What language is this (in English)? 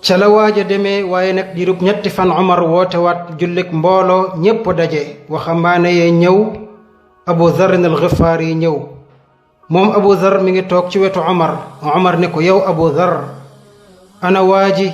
Wolof